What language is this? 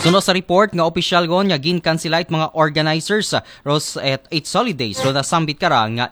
Aklanon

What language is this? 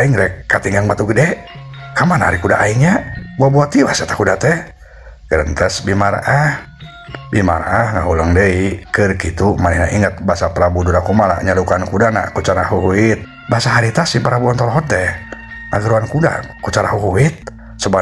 Sundanese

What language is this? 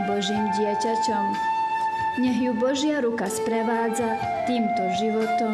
Slovak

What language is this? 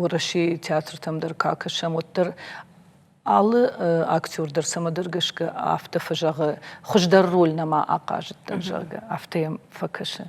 Ossetic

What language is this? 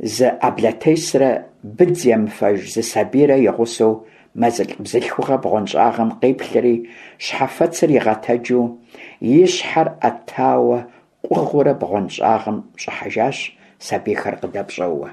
Kabardian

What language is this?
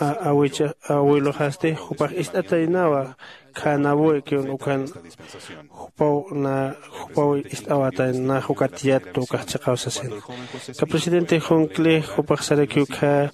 Aymara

